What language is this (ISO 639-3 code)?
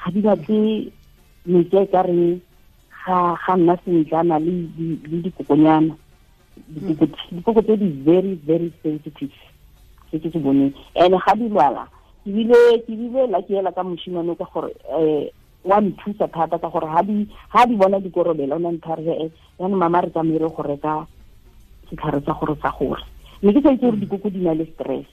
tsn